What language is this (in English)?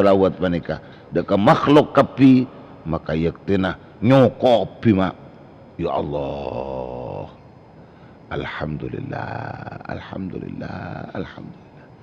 Madurese